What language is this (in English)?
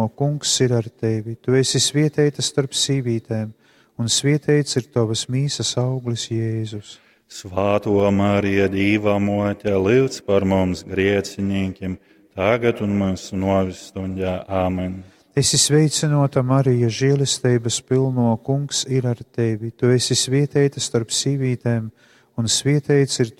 Latgalian